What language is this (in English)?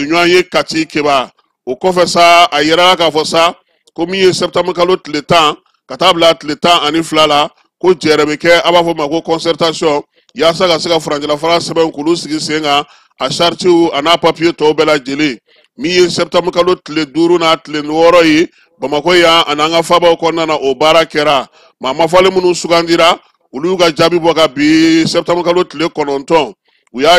Bambara